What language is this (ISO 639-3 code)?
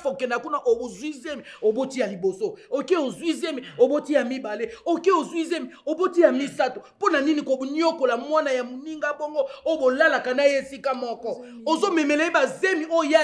lin